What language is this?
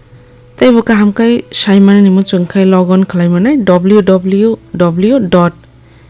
Kok Borok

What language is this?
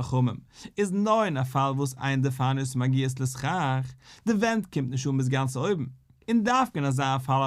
Yiddish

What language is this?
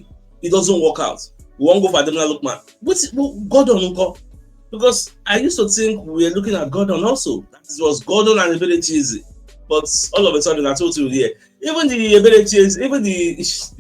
Nigerian Pidgin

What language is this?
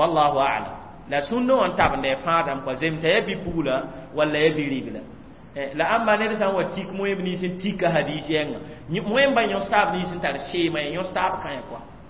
Mossi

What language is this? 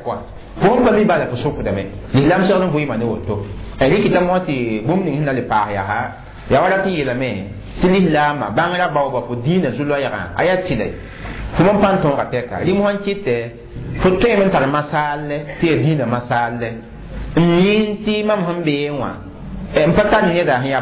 Mossi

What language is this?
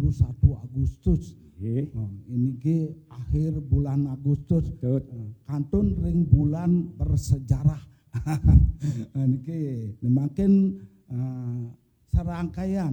Balinese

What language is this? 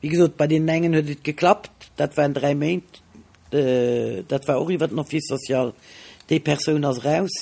Luxembourgish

